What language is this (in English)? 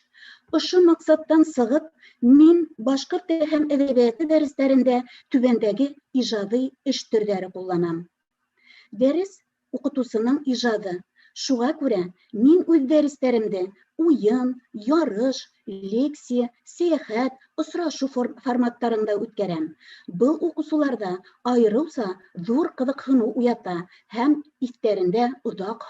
Bashkir